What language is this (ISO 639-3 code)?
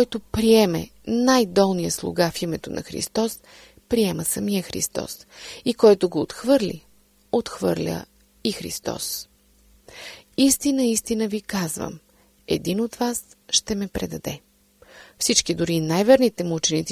bul